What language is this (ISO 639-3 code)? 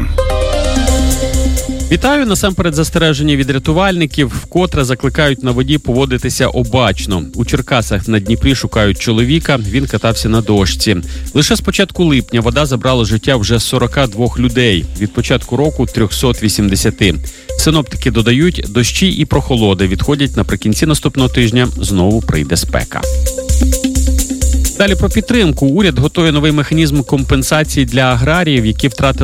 ukr